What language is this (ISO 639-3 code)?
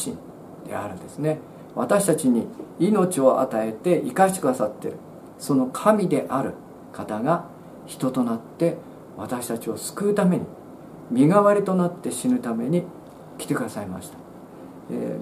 jpn